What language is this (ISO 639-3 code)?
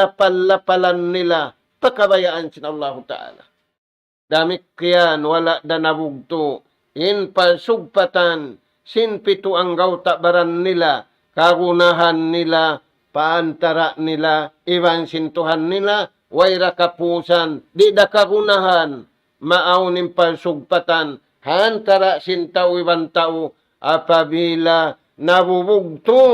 tsg